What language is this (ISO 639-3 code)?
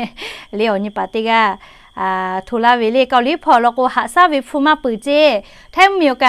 lhu